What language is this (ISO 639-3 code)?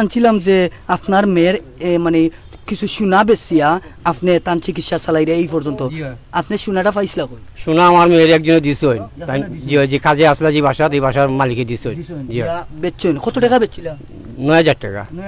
syl